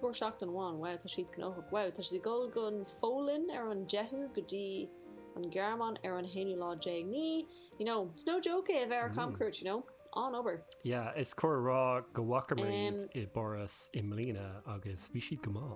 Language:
Irish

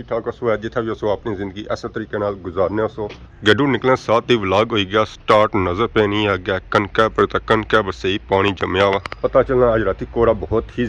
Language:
Pahari-Potwari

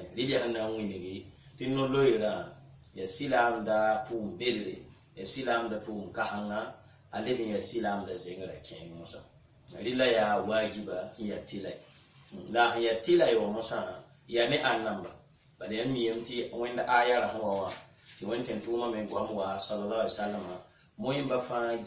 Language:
Mossi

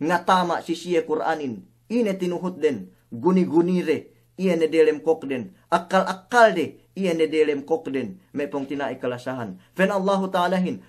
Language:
Yakan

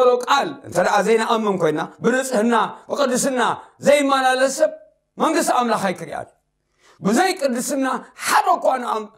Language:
Tigrinya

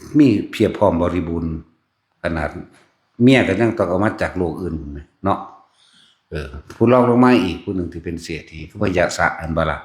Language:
Northeastern Thai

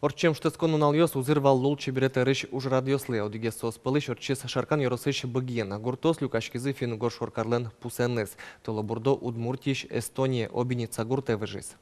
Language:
Udmurt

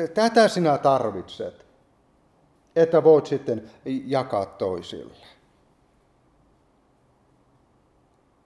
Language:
Finnish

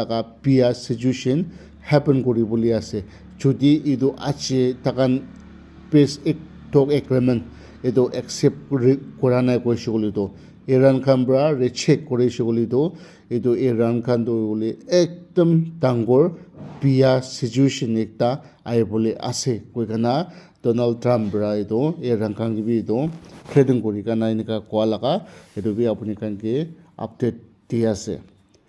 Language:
Naga Pidgin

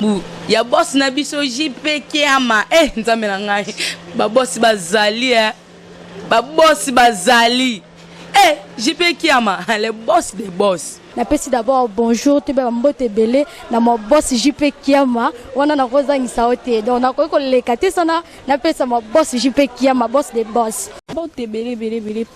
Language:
Lingala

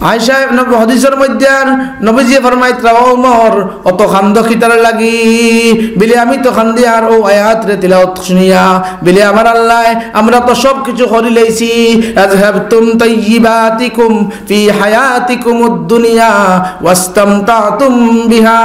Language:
Sylheti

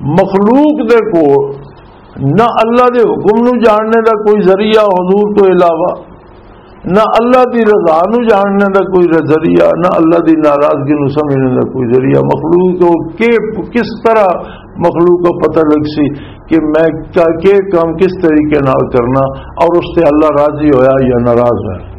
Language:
Western Panjabi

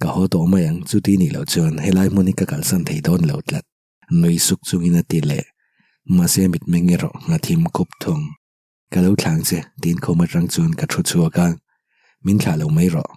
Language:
Mizo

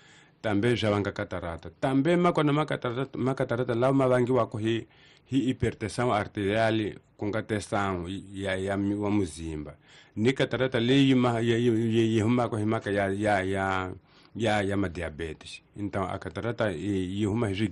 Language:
Tsonga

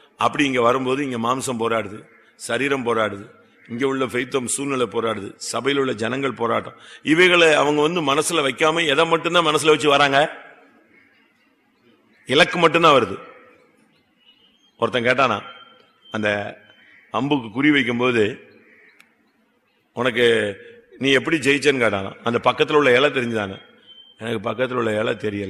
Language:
Tamil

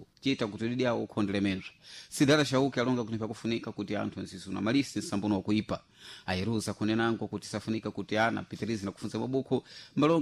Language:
Sena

